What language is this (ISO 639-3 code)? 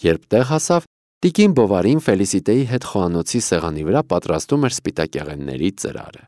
hye